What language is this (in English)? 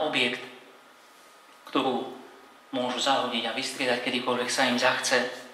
Slovak